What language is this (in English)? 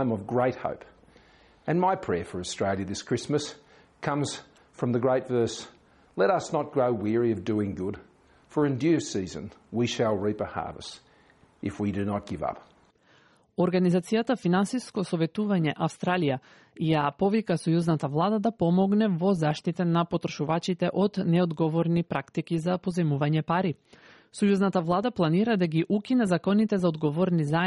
Macedonian